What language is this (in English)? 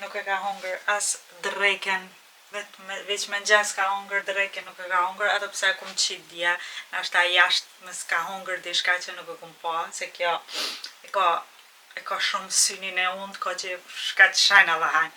Albanian